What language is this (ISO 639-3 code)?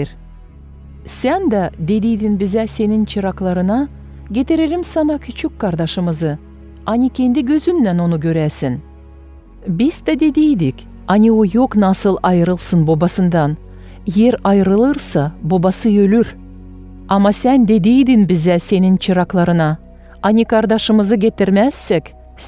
gag